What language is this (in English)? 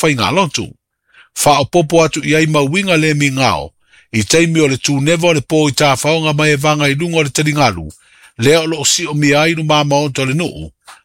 Samoan